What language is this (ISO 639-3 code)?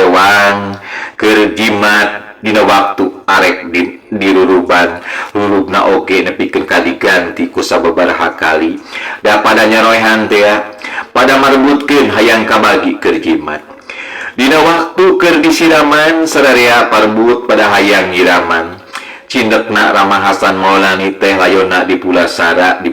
sun